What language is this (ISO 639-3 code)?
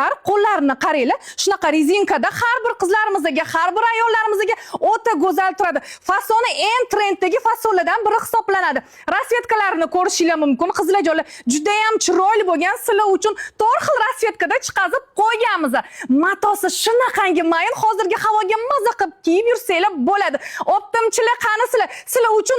uzb